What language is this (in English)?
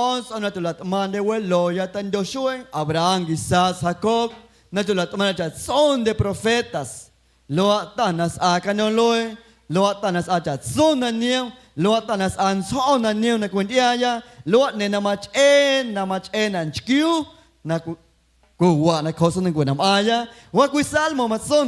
Guerrero Amuzgo